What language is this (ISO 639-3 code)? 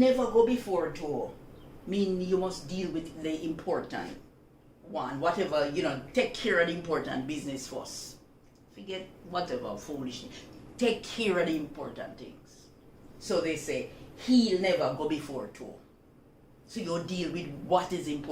jam